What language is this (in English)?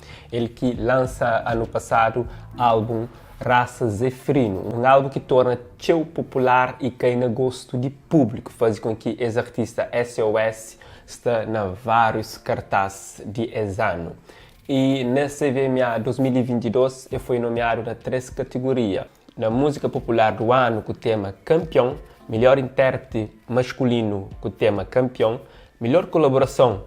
Kabuverdianu